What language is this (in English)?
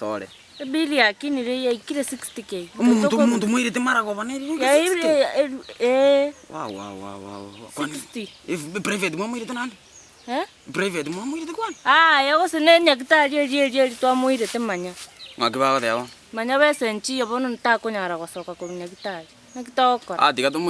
Gusii